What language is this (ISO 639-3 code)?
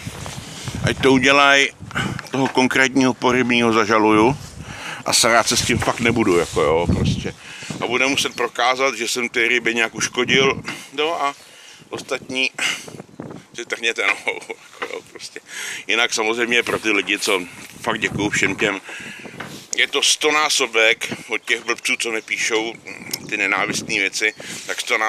ces